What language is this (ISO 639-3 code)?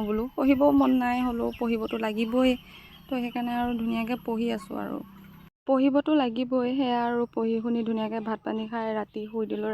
asm